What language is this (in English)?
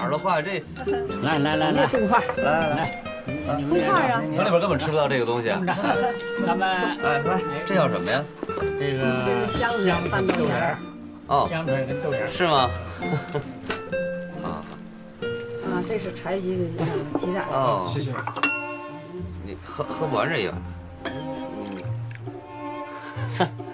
Chinese